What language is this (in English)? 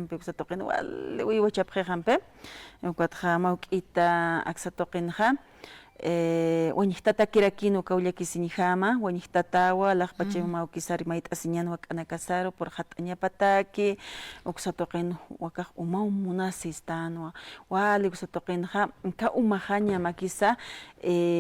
Aymara